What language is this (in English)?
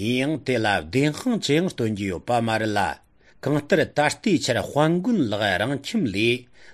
Tibetan